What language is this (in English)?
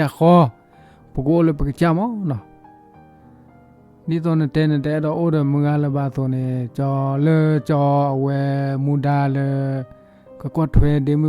S'gaw Karen